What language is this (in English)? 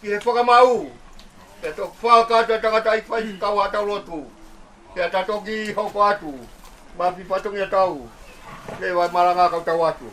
Tongan